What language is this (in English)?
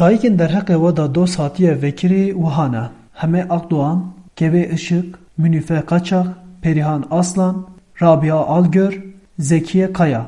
Kurdish